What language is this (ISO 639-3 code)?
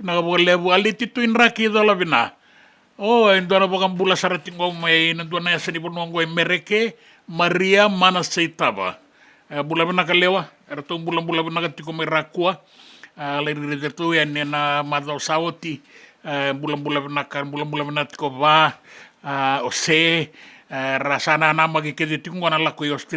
fij